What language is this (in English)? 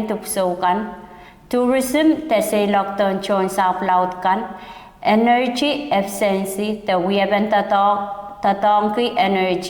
Pohnpeian